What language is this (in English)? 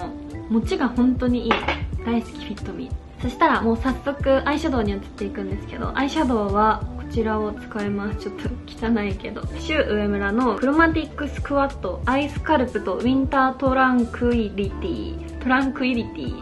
Japanese